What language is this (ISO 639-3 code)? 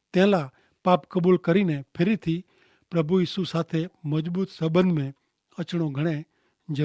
kfr